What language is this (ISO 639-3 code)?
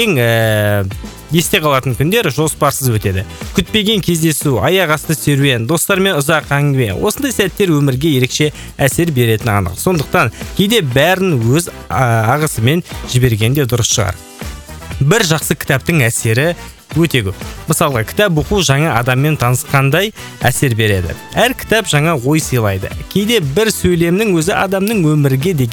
kaz